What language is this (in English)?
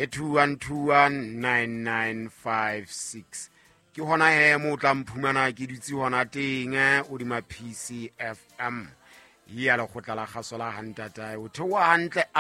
Southern Sotho